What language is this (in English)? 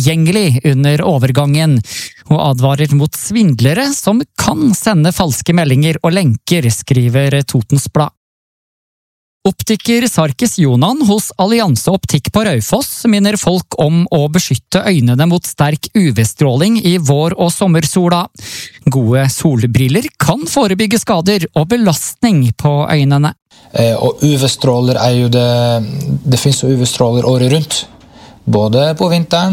Norwegian